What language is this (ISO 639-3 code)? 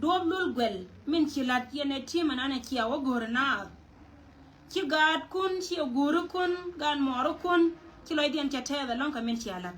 nus